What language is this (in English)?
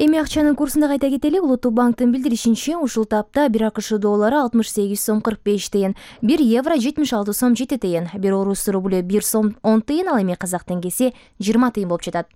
Kyrgyz